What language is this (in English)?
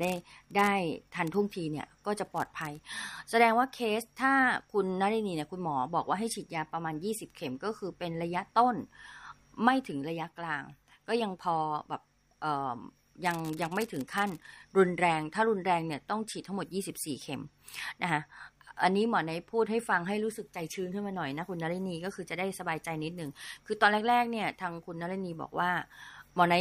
Thai